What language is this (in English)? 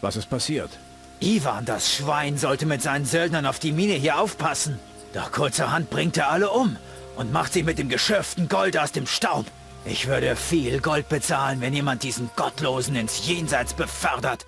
Bavarian